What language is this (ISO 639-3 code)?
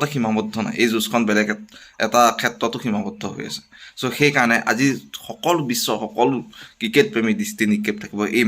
asm